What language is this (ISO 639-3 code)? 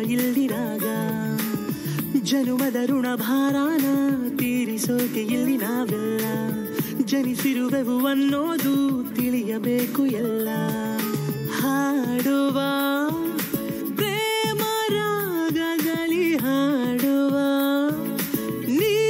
kan